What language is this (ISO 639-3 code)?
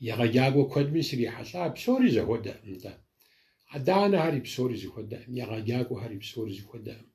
kbd